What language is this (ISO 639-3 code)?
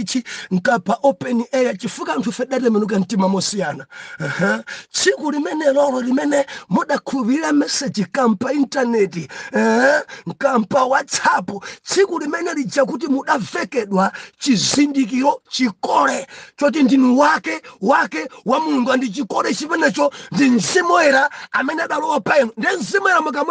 nya